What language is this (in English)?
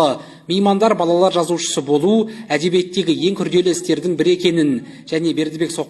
Kazakh